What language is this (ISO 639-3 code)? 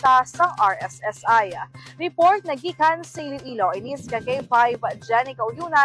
hil